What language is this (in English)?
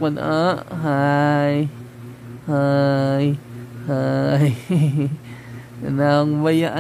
Cebuano